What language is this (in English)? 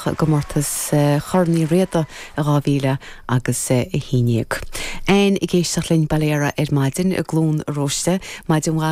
Irish